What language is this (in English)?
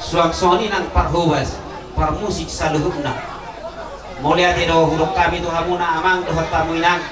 Batak Toba